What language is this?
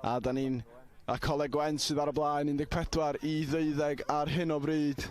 Welsh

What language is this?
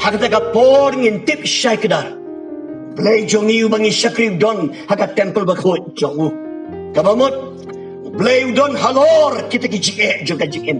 Khasi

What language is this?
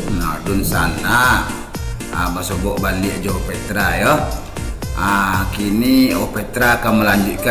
Minangkabau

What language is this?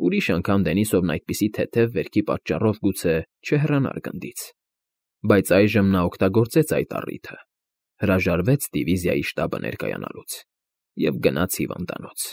Armenian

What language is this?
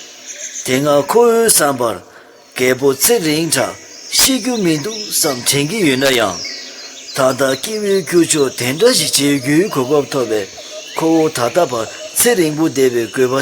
Tibetan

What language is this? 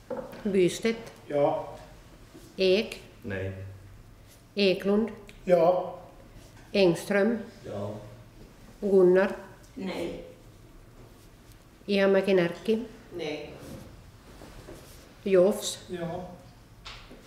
Swedish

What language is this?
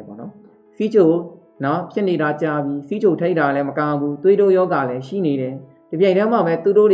Burmese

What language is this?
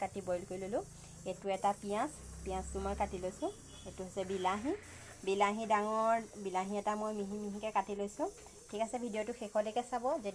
Assamese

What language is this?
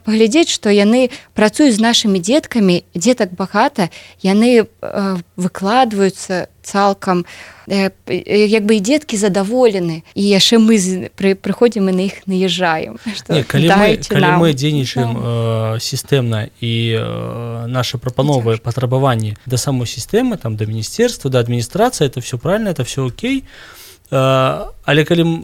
Belarusian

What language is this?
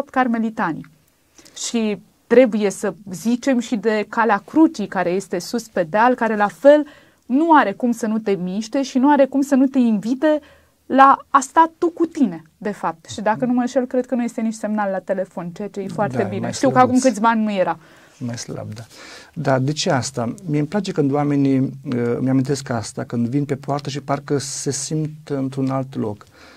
Romanian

